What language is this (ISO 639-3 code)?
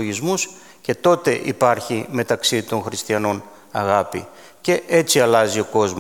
ell